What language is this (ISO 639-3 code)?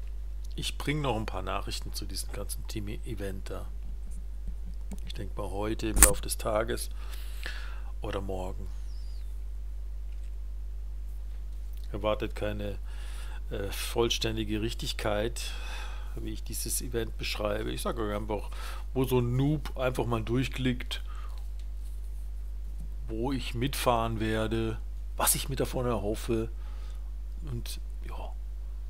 deu